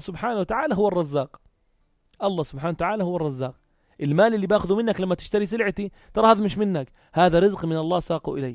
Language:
North Levantine Arabic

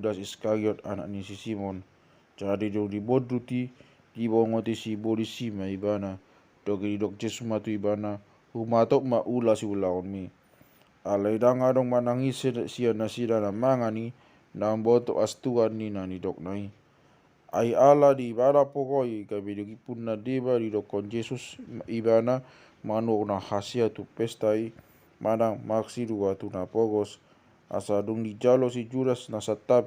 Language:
Batak Toba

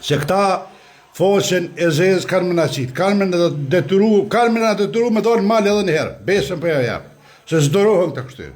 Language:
Albanian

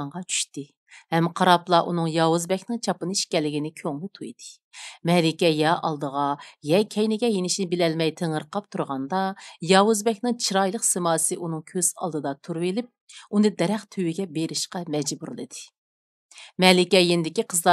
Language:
Uyghur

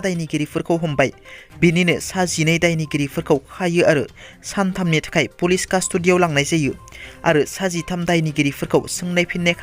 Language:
Bodo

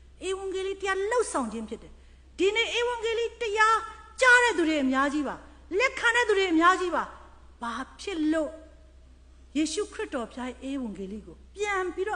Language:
Burmese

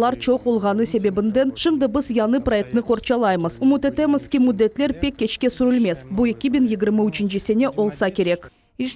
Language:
Crimean Tatar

